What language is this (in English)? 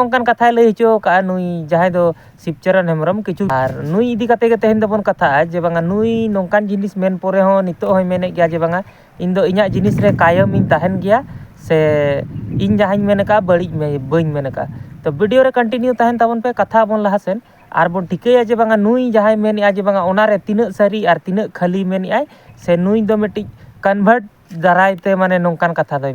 Santali